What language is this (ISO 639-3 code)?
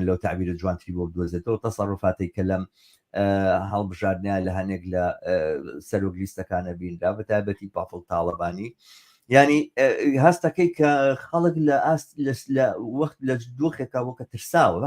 ckb